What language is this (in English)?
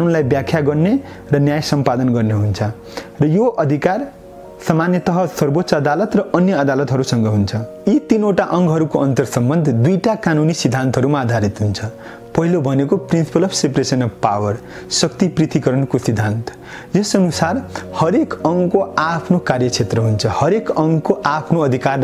Nepali